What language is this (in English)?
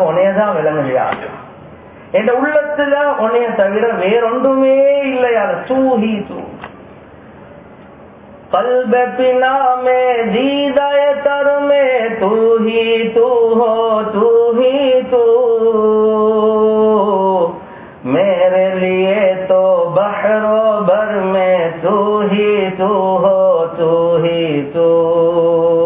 Tamil